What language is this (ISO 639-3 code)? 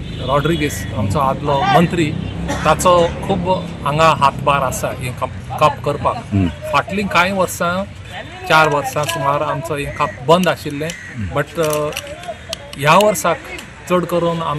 kok